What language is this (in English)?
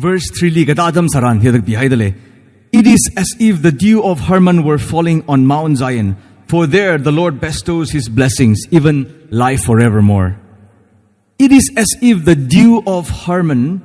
Tangkhul Naga (India)